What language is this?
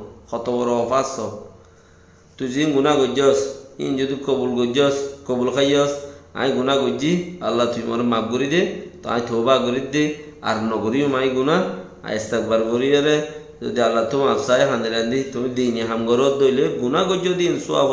Rohingya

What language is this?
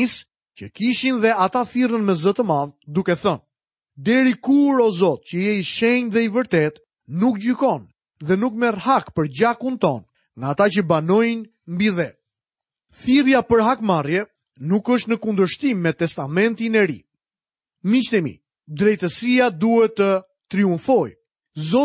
Albanian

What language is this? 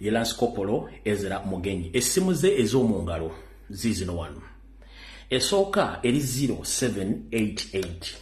Ganda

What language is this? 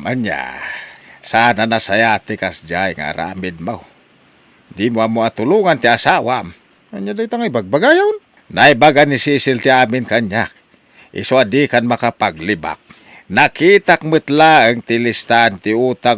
Iloko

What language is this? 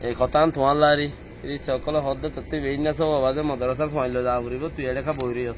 Rohingya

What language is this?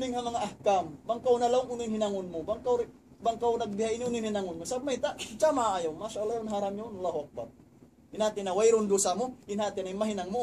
Tausug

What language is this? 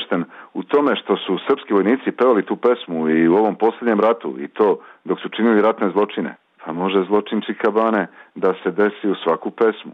Serbian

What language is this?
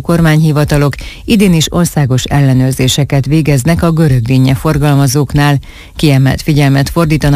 Hungarian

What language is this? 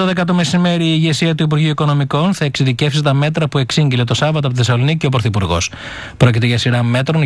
Greek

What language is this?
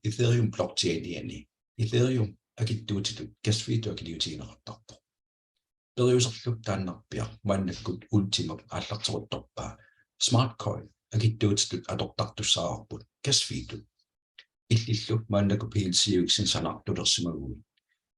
Kalaallisut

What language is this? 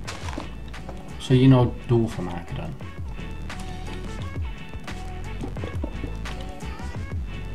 Dutch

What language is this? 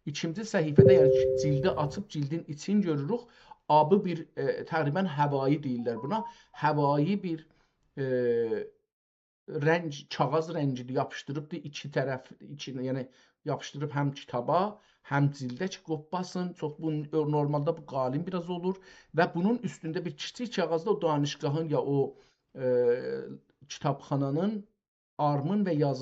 South Azerbaijani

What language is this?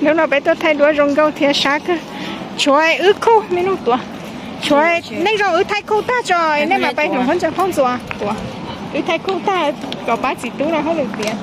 Hmong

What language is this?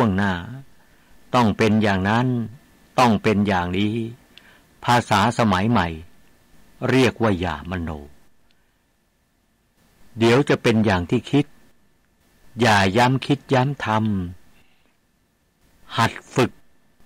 Thai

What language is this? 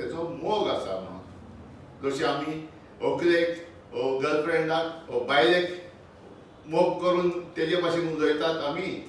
Konkani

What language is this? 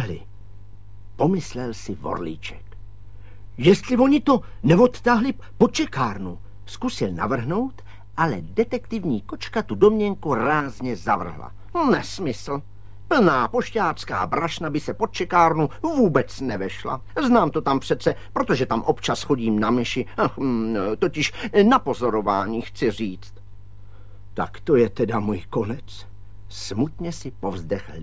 Czech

